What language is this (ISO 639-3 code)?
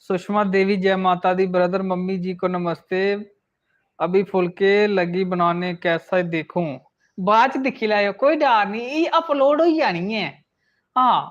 doi